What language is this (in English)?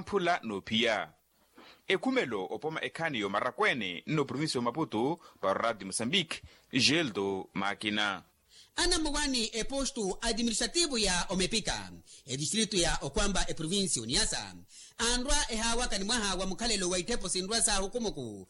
Makhuwa